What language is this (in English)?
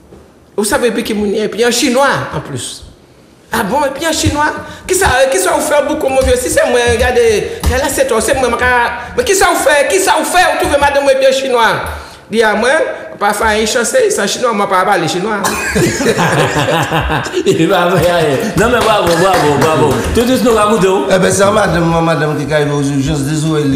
French